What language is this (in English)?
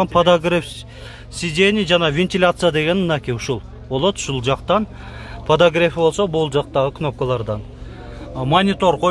Kyrgyz